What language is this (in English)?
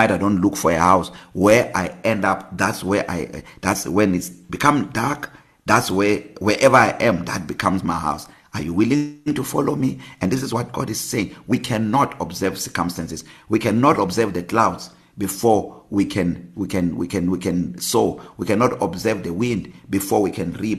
English